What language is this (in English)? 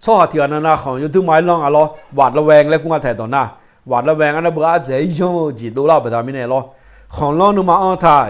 Akha